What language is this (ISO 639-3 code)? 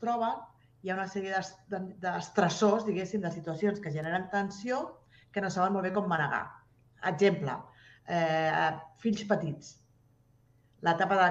cat